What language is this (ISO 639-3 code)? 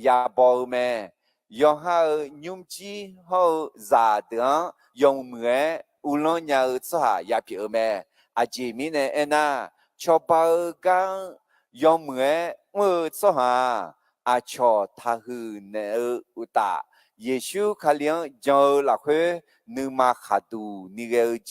ahk